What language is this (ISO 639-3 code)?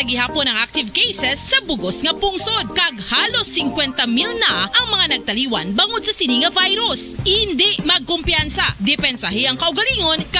hil